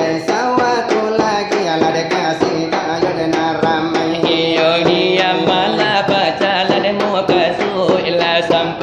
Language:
Minangkabau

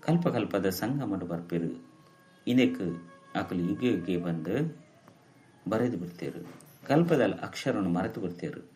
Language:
Tulu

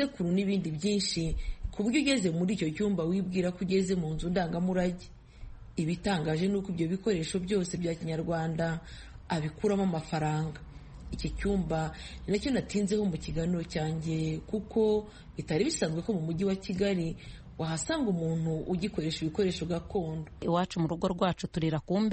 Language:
Kinyarwanda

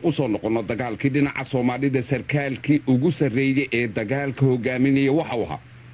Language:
Somali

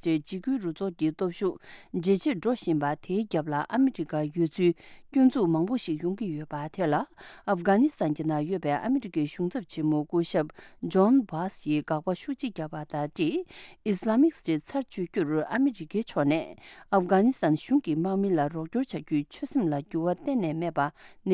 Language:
Tibetan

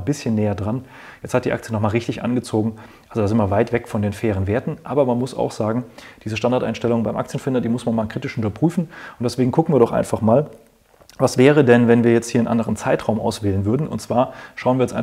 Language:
German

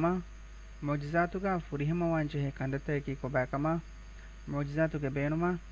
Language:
Divehi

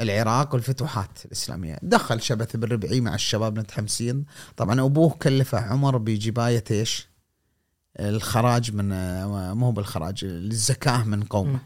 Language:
Gulf Arabic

